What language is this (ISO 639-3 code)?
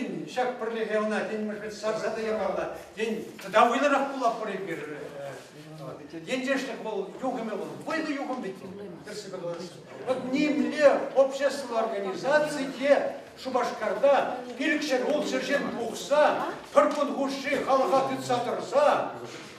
chv